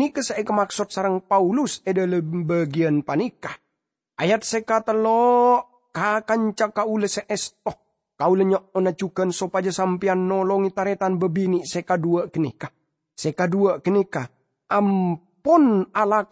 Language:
Madurese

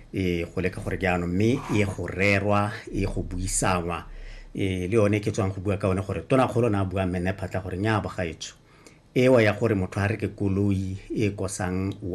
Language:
Tswana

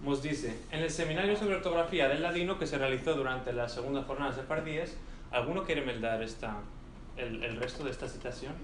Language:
Ladino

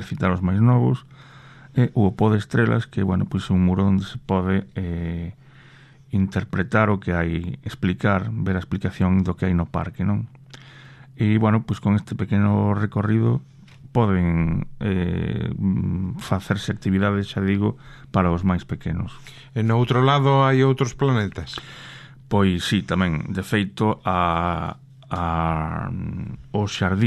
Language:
Galician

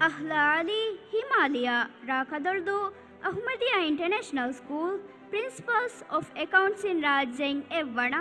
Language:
Divehi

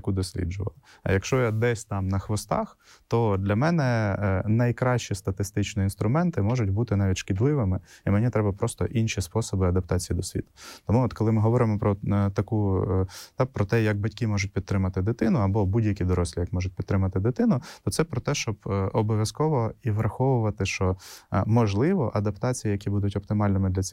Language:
Ukrainian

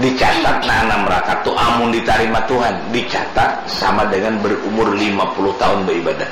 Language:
Banjar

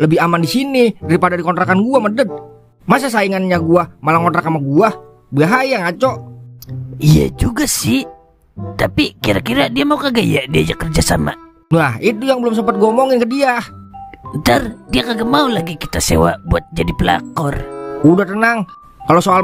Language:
Betawi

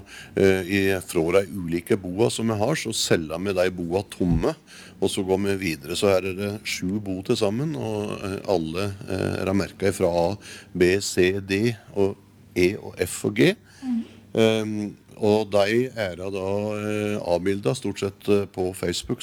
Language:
Norwegian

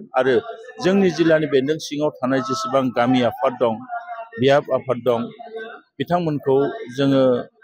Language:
Bodo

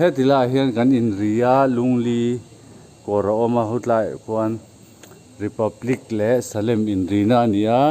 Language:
Mizo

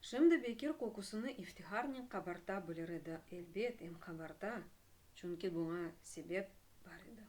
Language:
Crimean Tatar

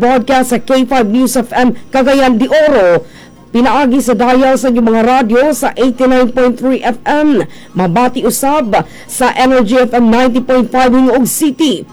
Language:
Cebuano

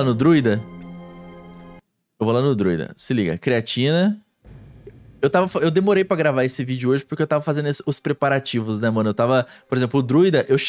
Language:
Portuguese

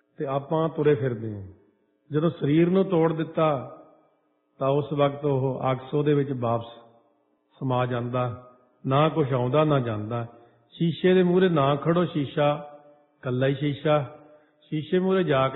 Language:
Punjabi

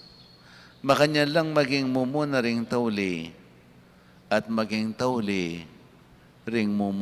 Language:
Pampanga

